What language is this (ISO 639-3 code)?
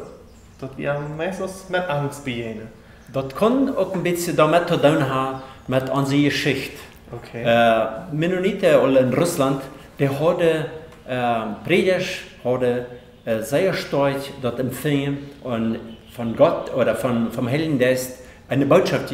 pdt